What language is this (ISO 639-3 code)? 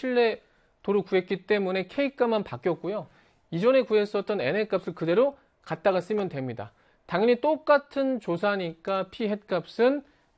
kor